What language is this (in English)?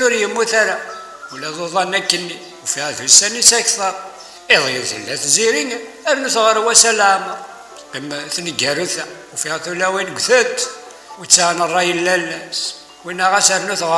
Kabyle